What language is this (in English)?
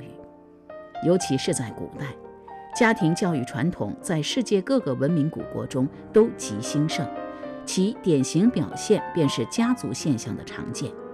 Chinese